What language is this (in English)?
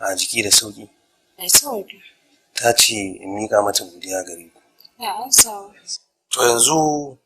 Hausa